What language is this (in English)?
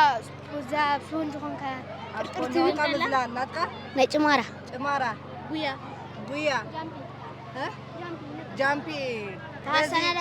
Tigrinya